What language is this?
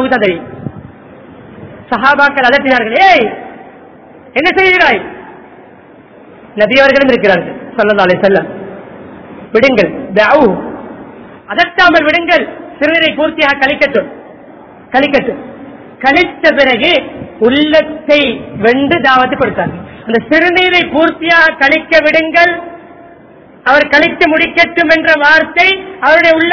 Tamil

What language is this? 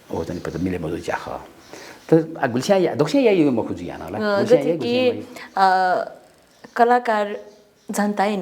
Newari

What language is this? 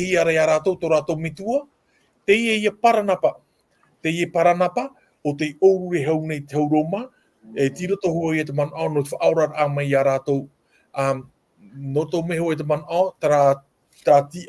Tahitian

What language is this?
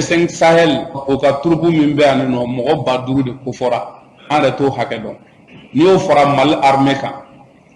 Bambara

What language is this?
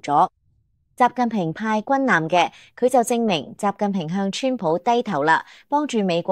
Cantonese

